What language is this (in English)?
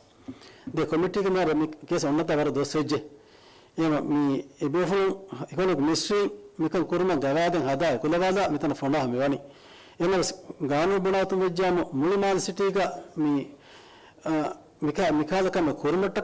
Divehi